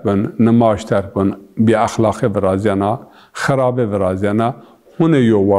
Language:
Zaza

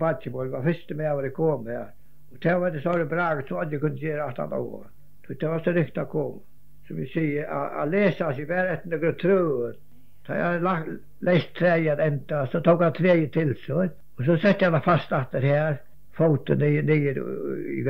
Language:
Faroese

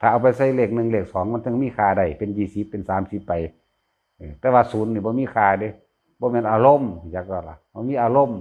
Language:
Northeastern Thai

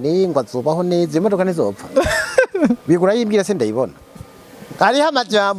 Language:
Rundi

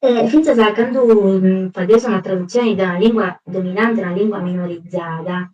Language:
Sardinian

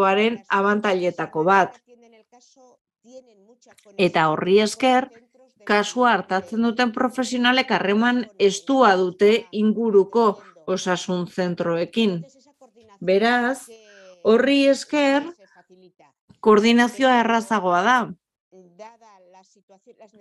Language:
Basque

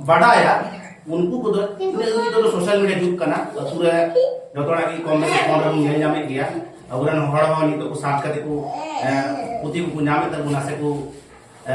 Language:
Santali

